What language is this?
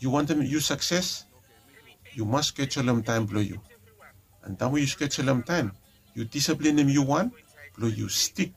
Bislama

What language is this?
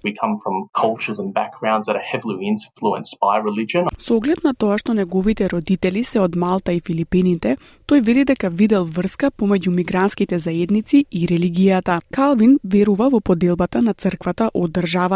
Macedonian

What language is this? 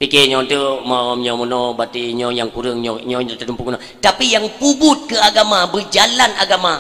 Achinese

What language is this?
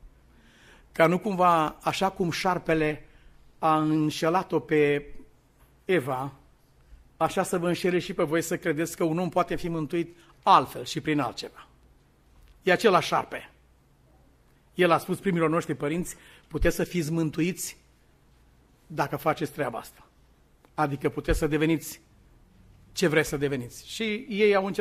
Romanian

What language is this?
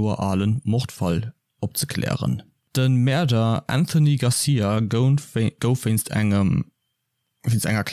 Luxembourgish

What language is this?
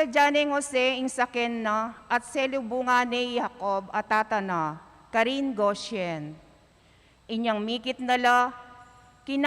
Pampanga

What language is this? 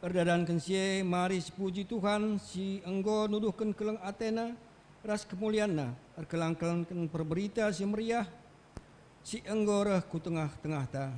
Batak Karo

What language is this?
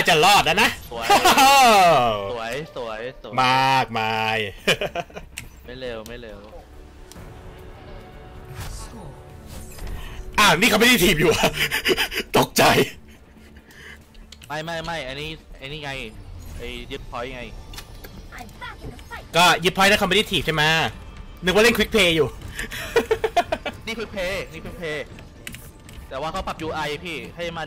Thai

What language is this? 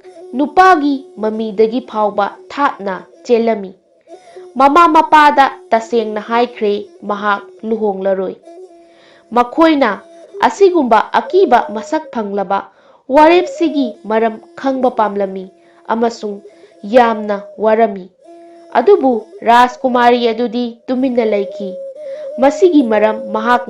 Manipuri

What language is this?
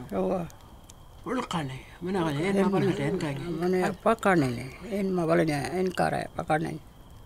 Pitjantjatjara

